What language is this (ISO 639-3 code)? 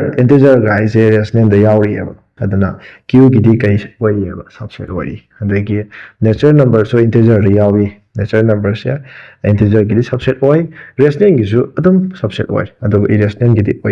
mni